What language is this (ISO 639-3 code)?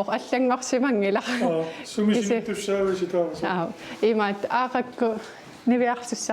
kal